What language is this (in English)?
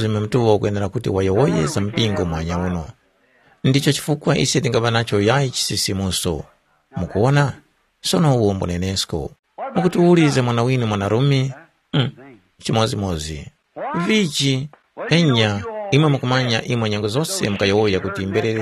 Tumbuka